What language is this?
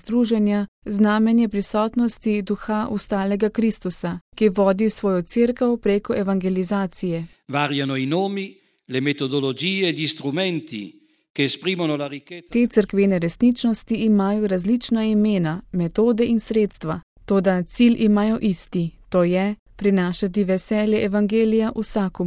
Slovenian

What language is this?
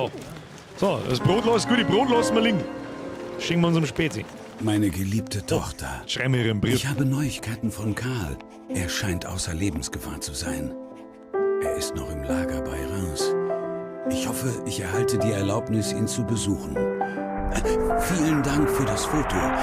Bavarian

